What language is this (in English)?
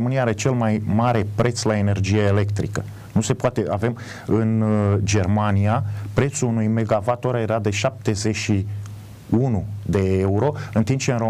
Romanian